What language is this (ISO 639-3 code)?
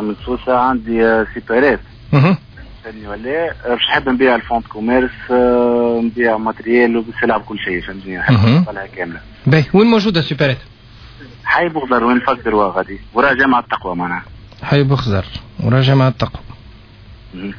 aeb